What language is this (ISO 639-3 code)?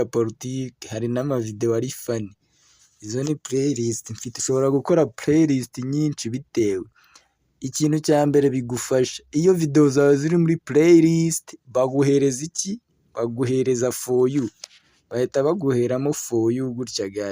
kin